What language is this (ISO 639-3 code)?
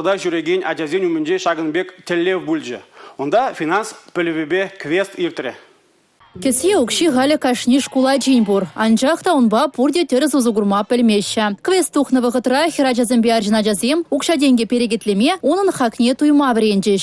chv